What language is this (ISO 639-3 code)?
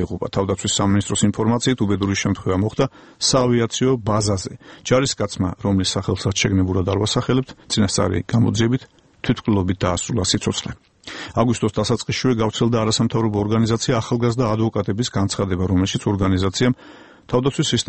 kat